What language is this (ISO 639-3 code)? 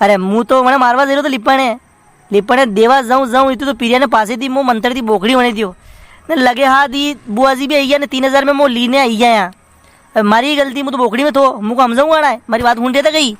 raj